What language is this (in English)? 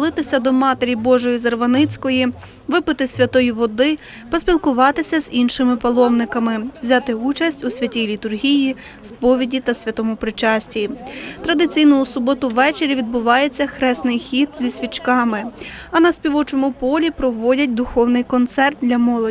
Ukrainian